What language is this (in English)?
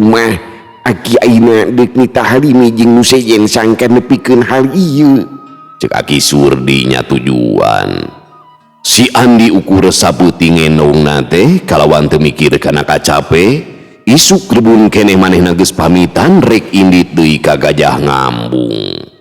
Sundanese